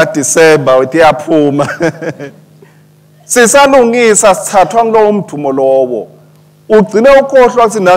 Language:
Swati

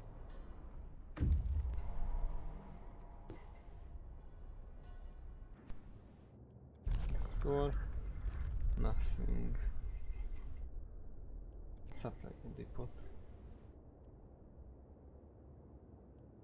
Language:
Hungarian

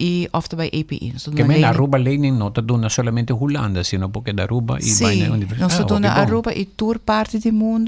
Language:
Papiamento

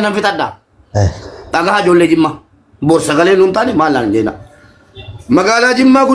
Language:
Oromo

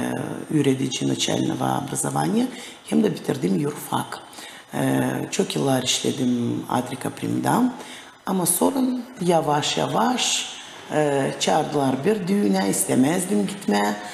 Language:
Gagauz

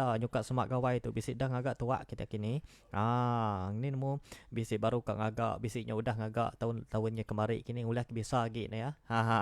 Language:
Iban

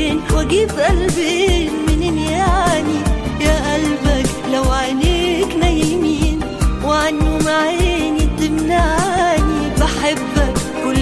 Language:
Egyptian Arabic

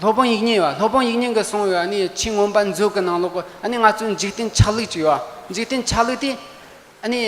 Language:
Tibetan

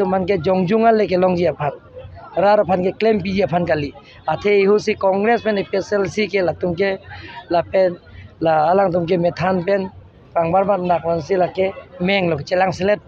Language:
Karbi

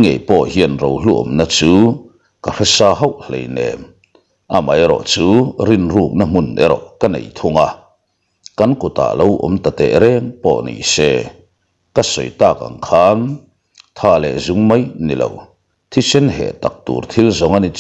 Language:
Mizo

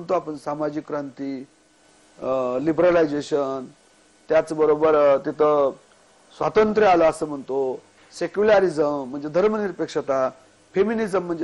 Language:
Marathi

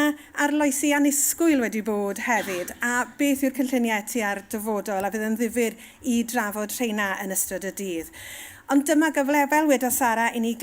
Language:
Welsh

